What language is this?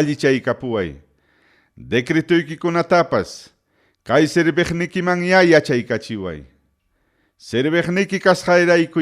Ayacucho Quechua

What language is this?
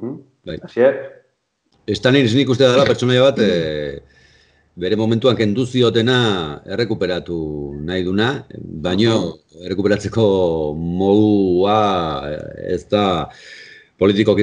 Basque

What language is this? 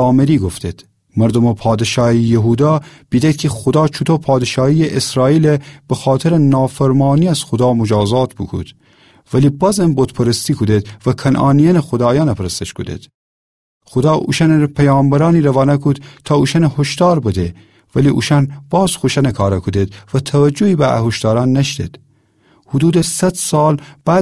Gilaki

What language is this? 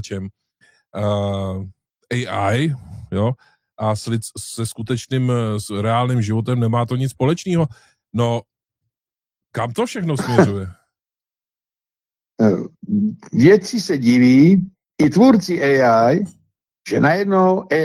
Czech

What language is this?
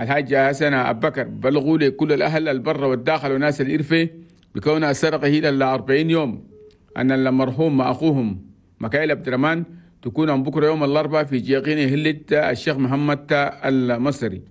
Chadian Arabic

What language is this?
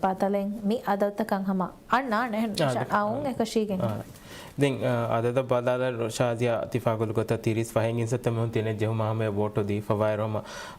Divehi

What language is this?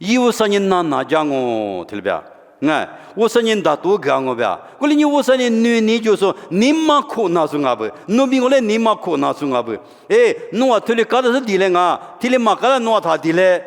Lisu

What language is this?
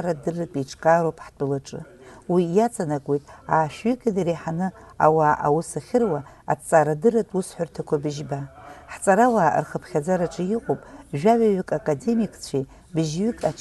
Abkhazian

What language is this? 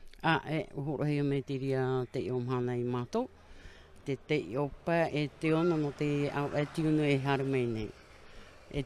Tahitian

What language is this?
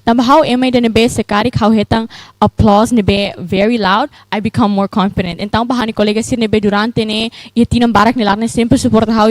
Tetum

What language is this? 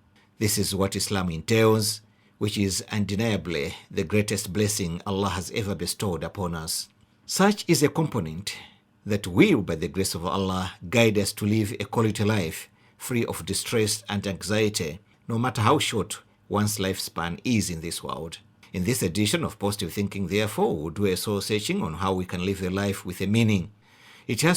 English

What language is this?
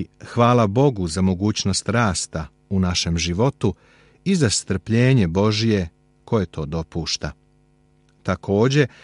Serbian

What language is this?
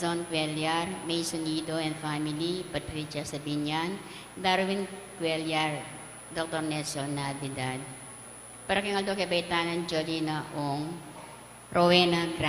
Pampanga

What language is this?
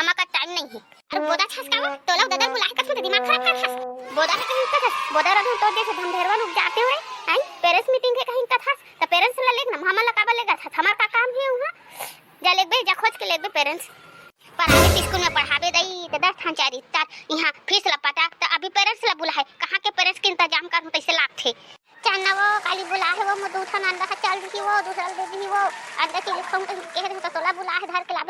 Chhattisgarhi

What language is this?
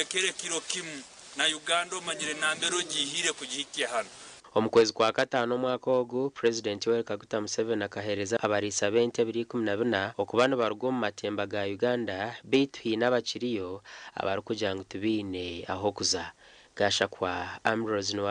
Nyankole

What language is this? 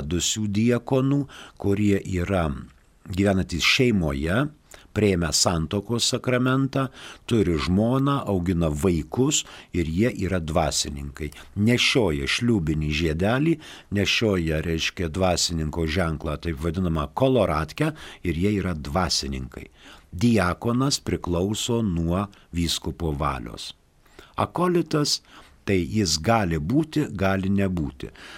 Lithuanian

